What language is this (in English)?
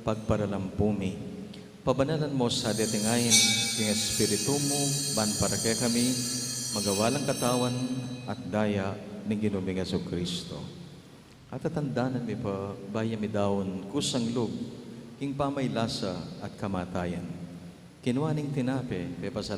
Pampanga